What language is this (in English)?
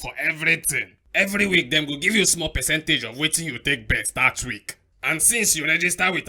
Nigerian Pidgin